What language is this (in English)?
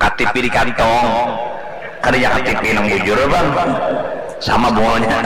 Banjar